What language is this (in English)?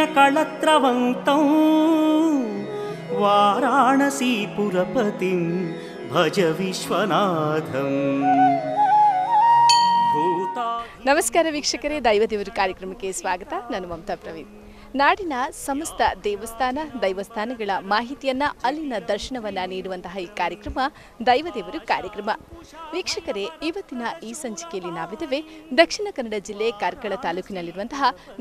Kannada